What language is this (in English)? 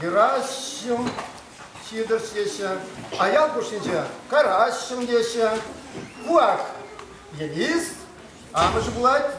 Chuvash